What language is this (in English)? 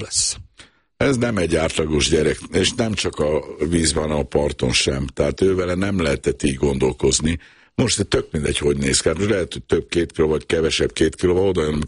Hungarian